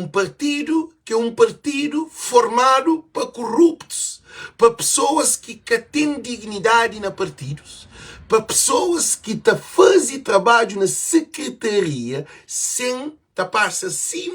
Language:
Kabuverdianu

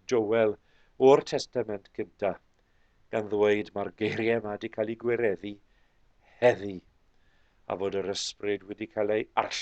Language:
Welsh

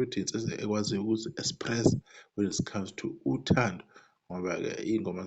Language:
Zulu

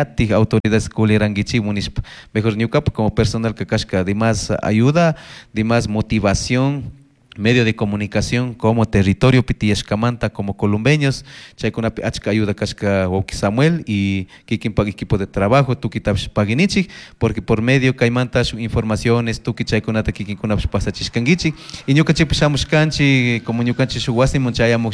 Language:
Chimborazo Highland Quichua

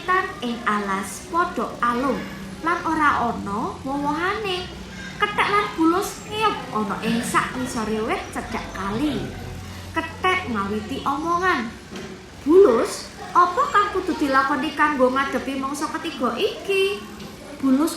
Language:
Javanese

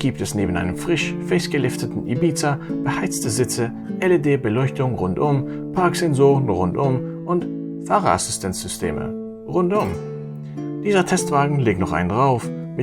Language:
Swiss German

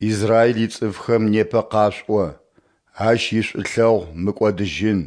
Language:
Adyghe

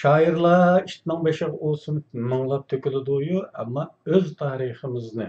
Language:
Uyghur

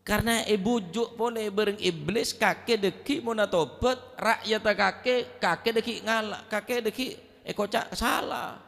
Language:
Madurese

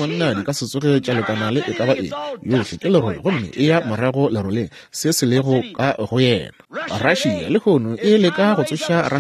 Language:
Northern Sotho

